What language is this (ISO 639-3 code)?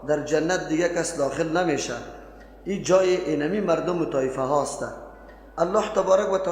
fas